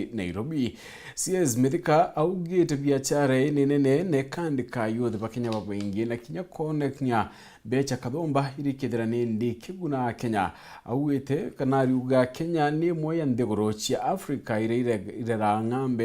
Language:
Meru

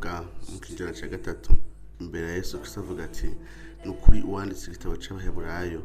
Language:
Rundi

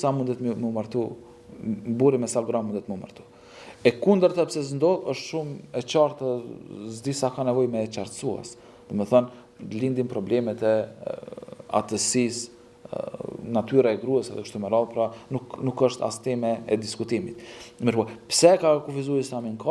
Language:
Albanian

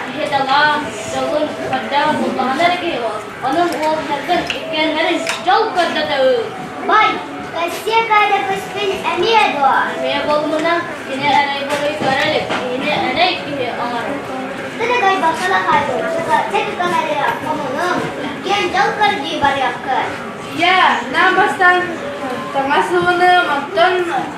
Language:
Yakut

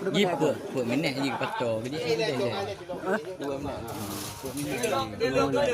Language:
Achinese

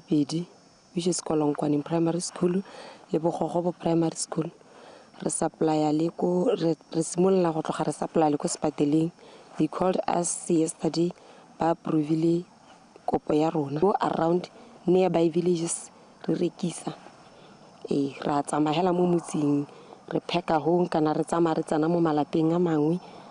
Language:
Tswana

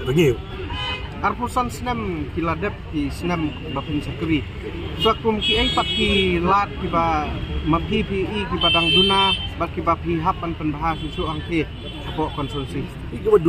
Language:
Khasi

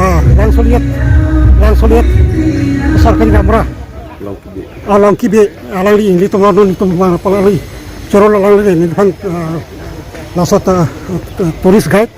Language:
Karbi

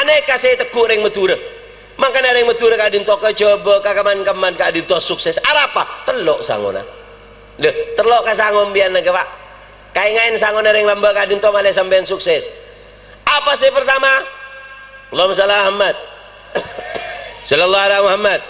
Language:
Madurese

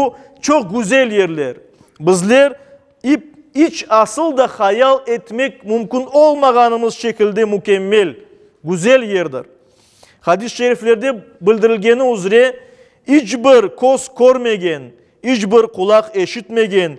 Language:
Crimean Tatar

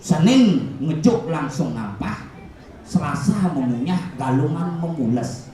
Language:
Balinese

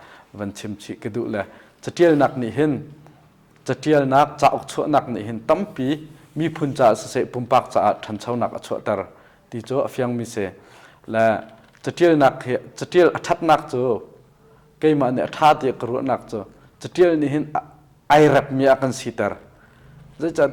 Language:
Hakha Chin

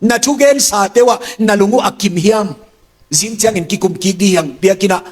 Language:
Tedim Chin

